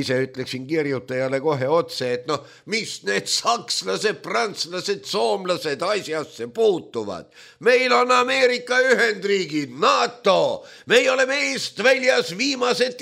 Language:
Estonian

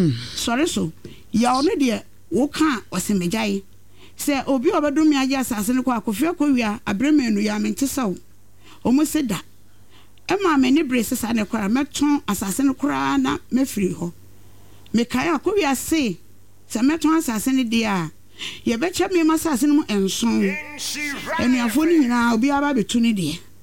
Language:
Akan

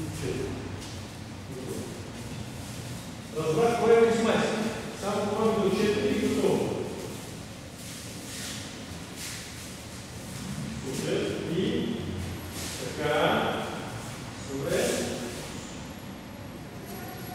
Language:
Bulgarian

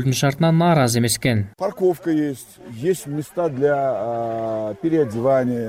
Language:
Kyrgyz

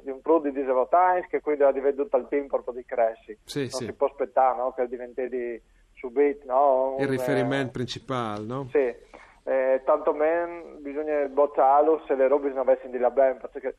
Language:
Friulian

